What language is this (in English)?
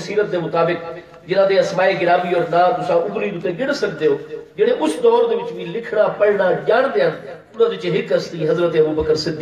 Saraiki